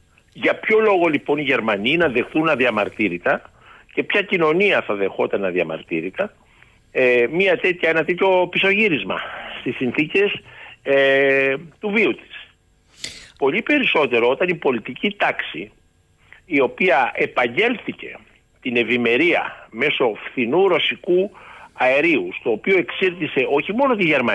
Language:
Greek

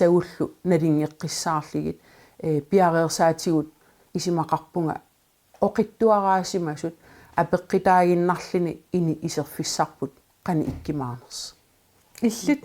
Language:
Kalaallisut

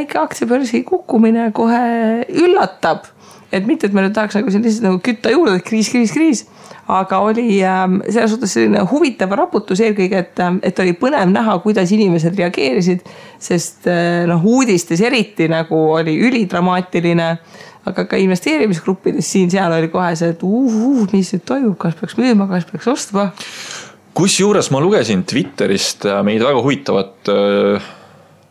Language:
Estonian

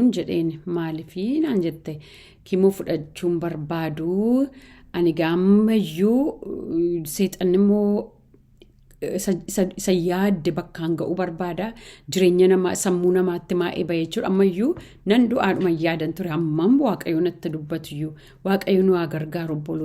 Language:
Oromo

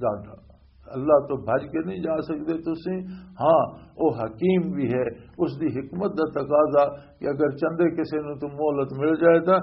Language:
Western Panjabi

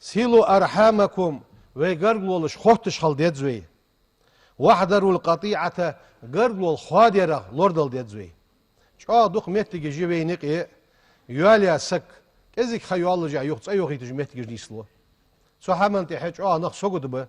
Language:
Ingush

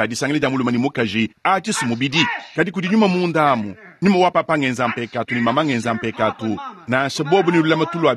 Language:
Luba-Lulua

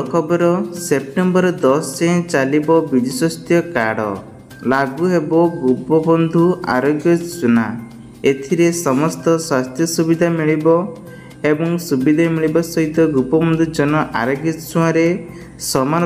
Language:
Odia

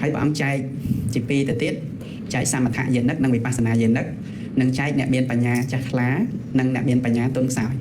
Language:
Khmer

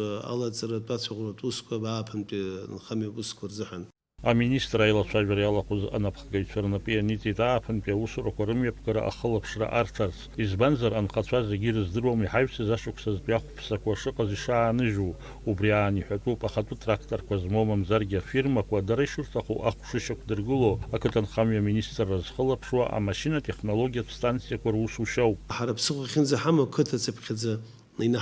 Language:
Abkhazian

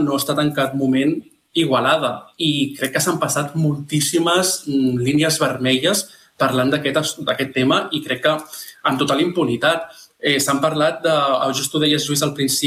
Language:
Catalan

